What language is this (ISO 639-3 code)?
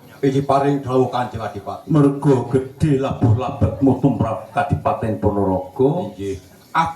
jav